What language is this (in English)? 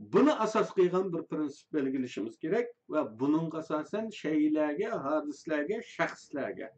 Uyghur